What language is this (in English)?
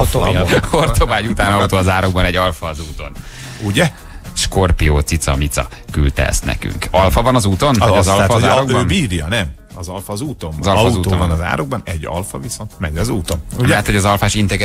Hungarian